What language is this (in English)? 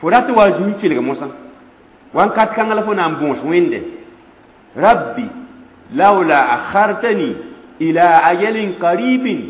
Mossi